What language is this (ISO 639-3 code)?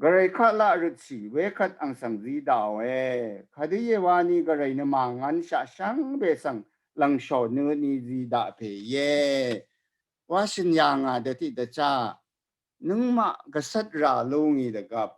raw